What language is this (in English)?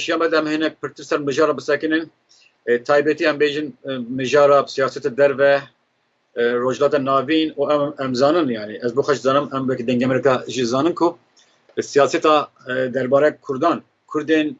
Kurdish